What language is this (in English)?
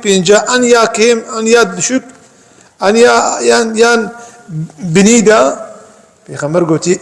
Kurdish